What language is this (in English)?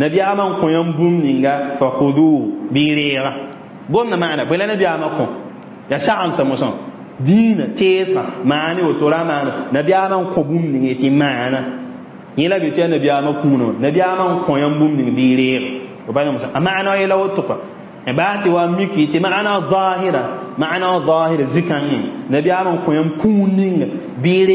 Mossi